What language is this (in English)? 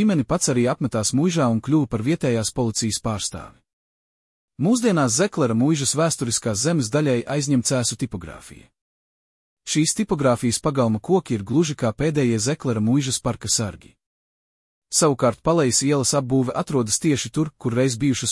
Latvian